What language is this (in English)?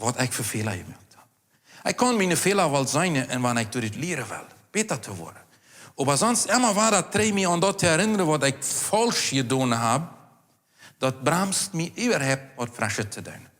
Plautdietsch